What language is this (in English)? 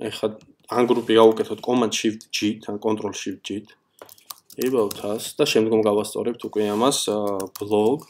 Georgian